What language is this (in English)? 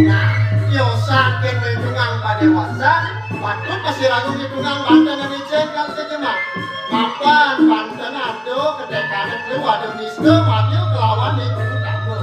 Balinese